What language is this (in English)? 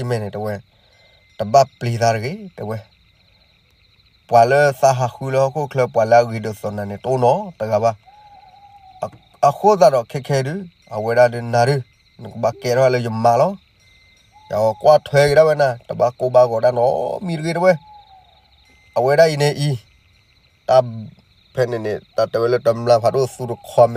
S'gaw Karen